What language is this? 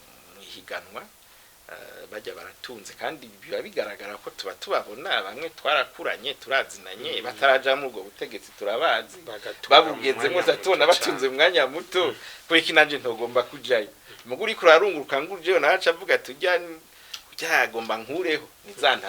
Rundi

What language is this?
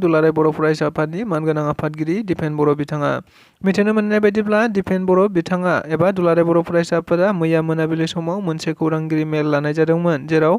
Bodo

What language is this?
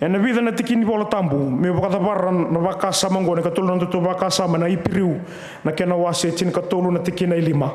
Fijian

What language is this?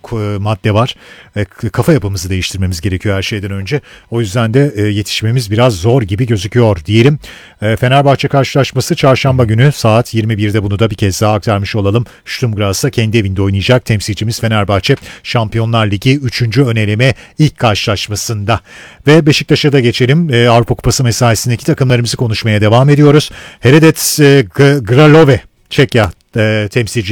Turkish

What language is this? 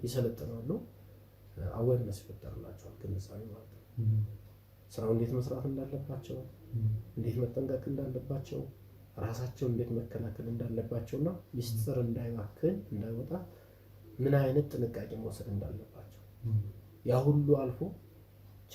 Amharic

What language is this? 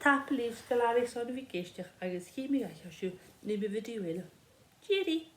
Scottish Gaelic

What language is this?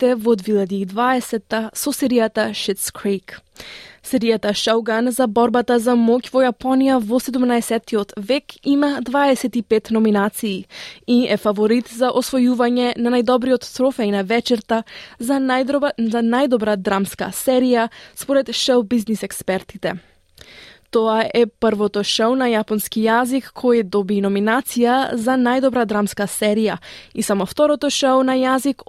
Macedonian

